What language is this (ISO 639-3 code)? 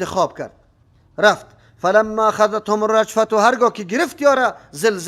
fas